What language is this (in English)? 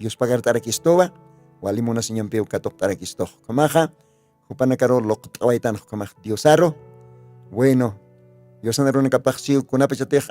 Aymara